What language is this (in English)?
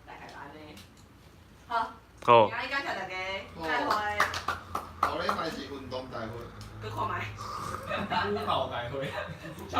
Min Nan Chinese